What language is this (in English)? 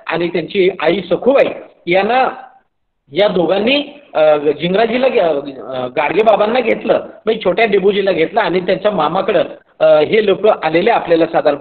Marathi